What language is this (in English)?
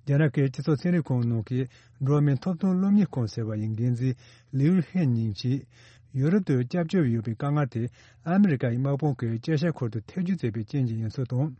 Tibetan